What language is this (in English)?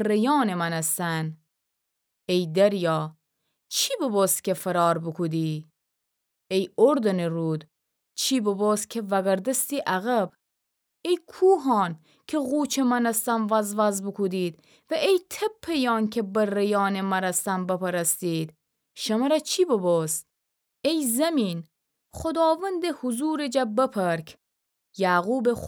Gilaki